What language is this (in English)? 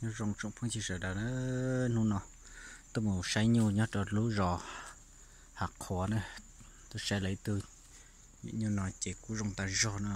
Hmong